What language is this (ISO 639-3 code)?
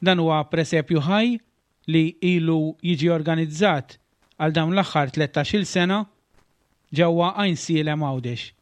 mlt